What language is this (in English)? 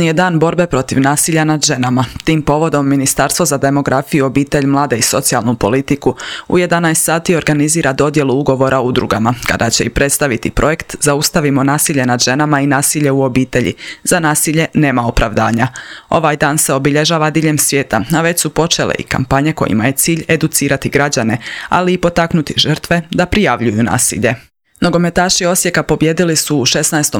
Croatian